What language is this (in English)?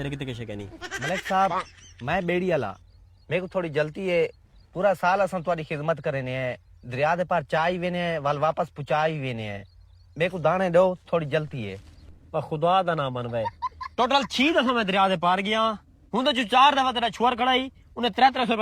Saraiki